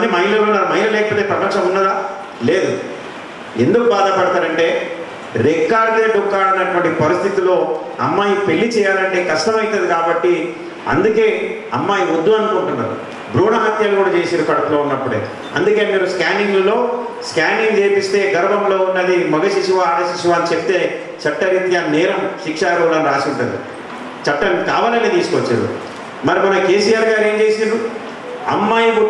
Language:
Telugu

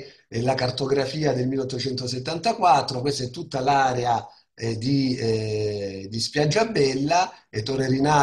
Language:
Italian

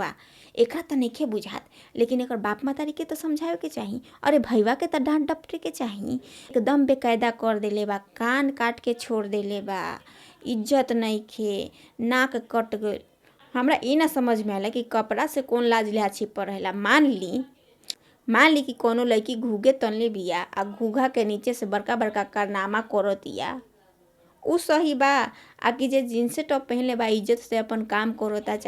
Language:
Bhojpuri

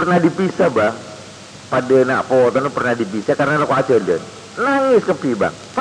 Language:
Madurese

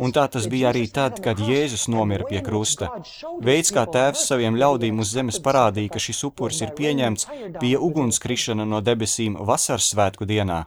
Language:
Latvian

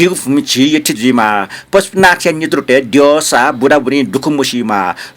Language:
Newari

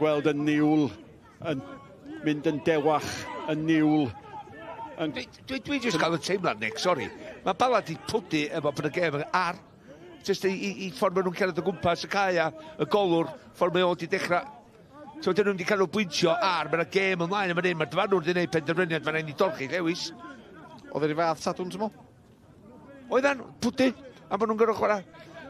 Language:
Welsh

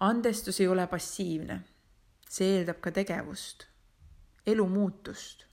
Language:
Estonian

